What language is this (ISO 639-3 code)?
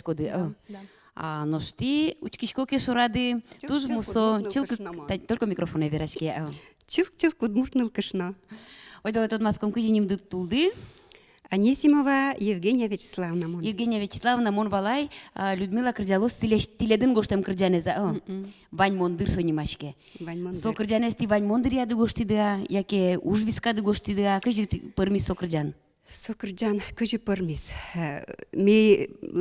udm